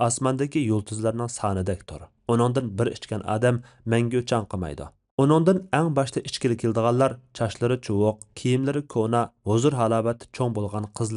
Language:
Uyghur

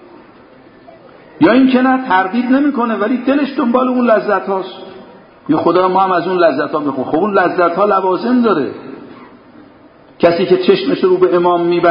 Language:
Persian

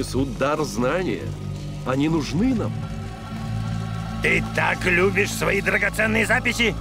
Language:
Russian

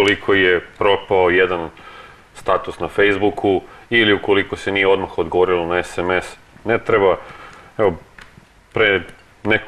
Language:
Serbian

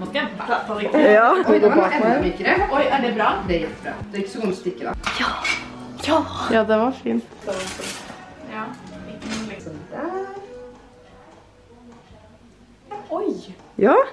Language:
Norwegian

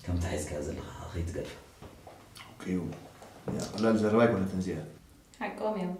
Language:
Tigrinya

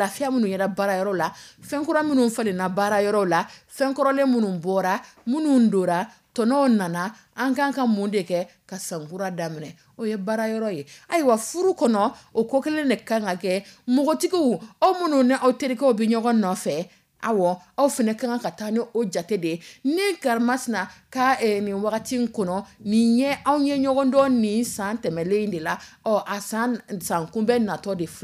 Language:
Dyula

